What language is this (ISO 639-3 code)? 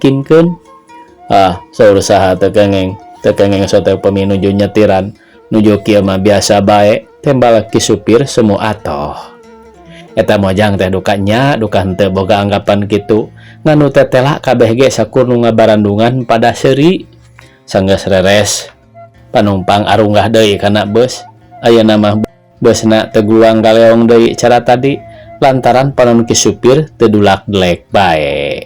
sun